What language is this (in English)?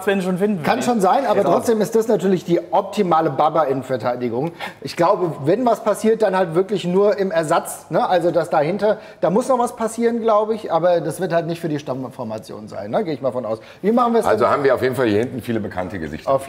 German